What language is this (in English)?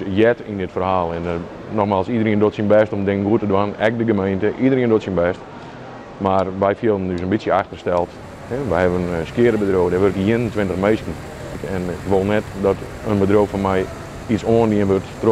Western Frisian